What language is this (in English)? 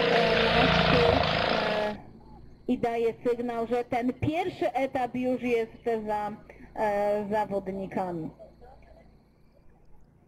Polish